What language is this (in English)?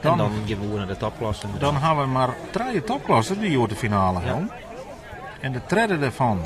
Western Frisian